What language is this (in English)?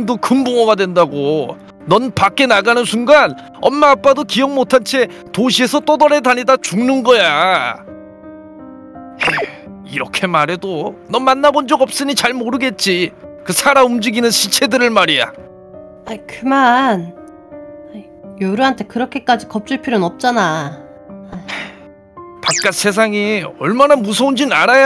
Korean